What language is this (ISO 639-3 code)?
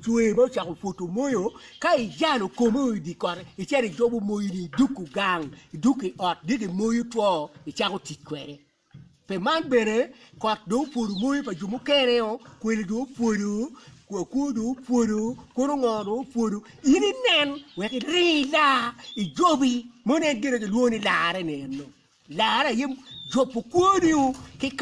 ach